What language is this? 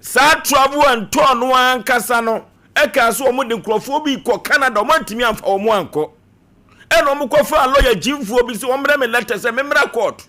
Akan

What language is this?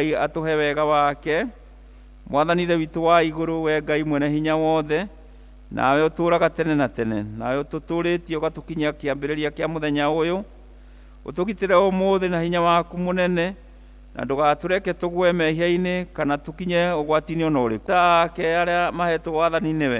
Kikuyu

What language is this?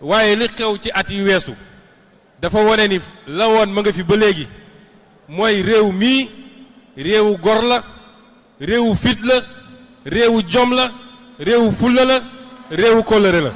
Wolof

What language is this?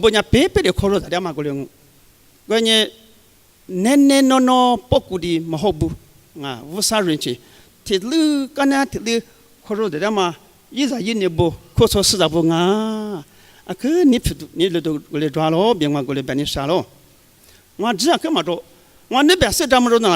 Lisu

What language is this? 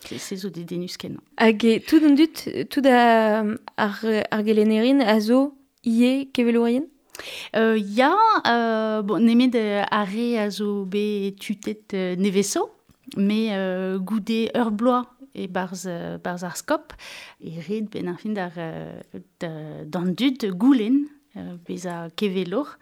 Breton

